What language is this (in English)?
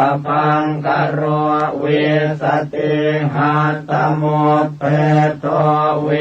Pali